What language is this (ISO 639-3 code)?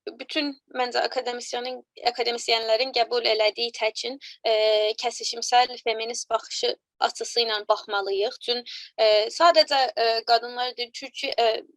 azb